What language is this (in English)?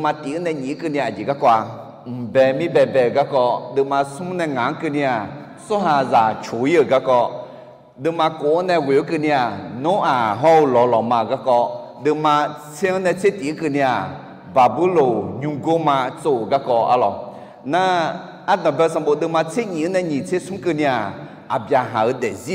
Akha